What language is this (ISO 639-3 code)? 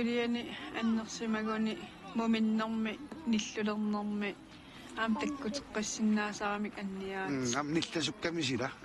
kal